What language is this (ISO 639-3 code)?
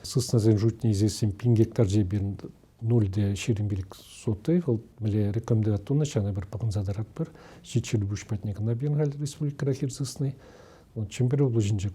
chv